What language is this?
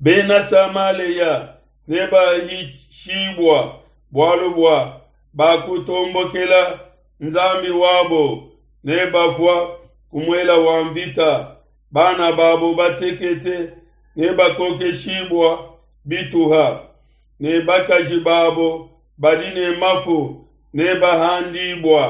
Luba-Lulua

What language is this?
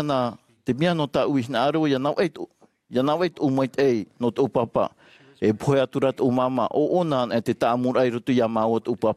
Tahitian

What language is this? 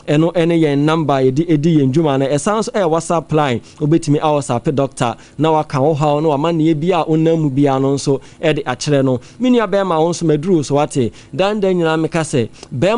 Akan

